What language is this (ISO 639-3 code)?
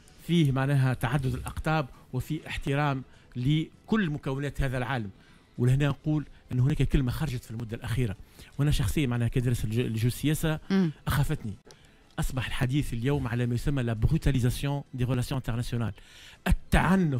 aeb